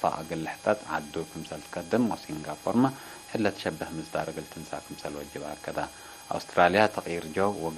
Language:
Tigre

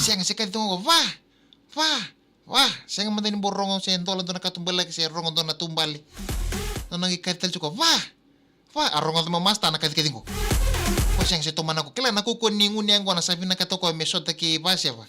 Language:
Fijian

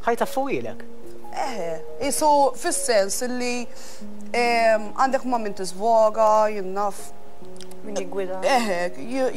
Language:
Maltese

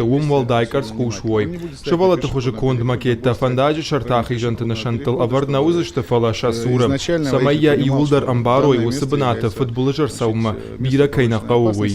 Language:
Ossetic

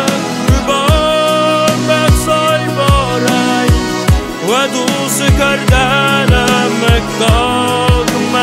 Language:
Ossetic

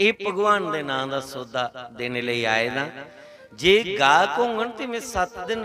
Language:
Dogri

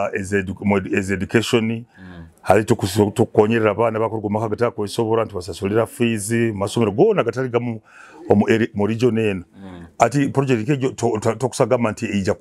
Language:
Nyoro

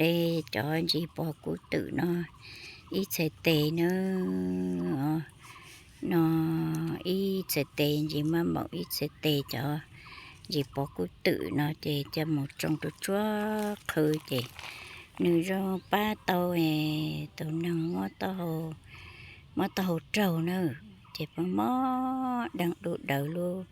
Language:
Hmong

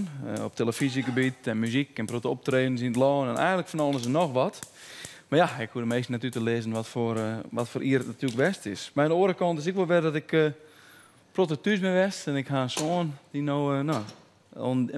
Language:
Western Frisian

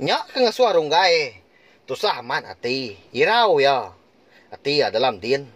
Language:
Iban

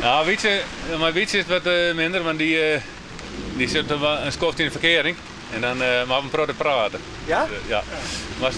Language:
Western Frisian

